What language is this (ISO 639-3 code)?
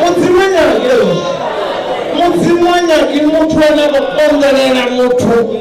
ven